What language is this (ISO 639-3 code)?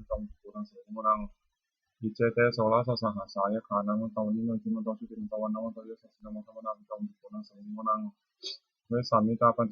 pli